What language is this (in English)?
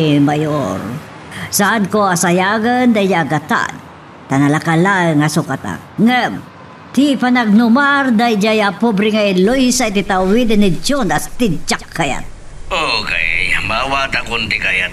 Iloko